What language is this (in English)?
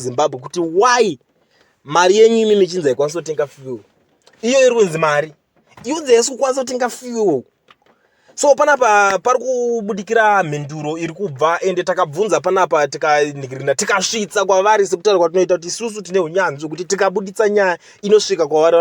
Shona